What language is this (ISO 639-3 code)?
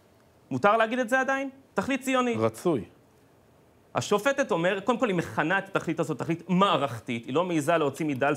heb